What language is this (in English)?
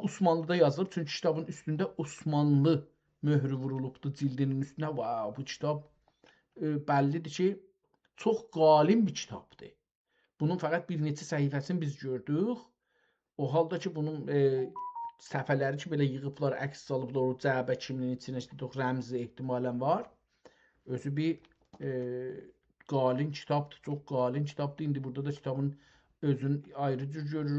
South Azerbaijani